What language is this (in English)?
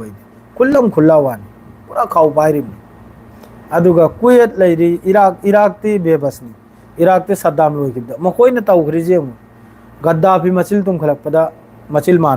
Manipuri